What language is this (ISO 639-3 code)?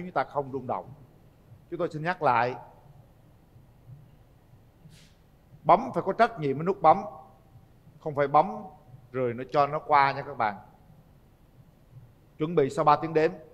vie